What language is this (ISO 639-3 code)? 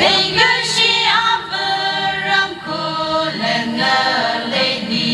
nmf